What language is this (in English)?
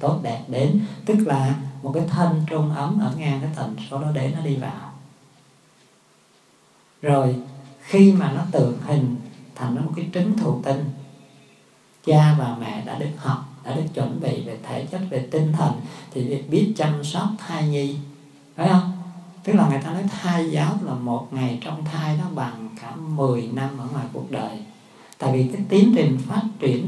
Vietnamese